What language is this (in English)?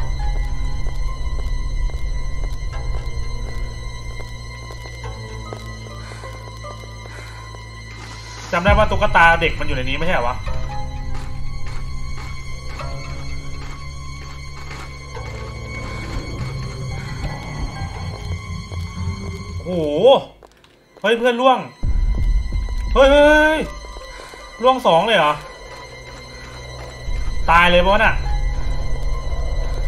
Thai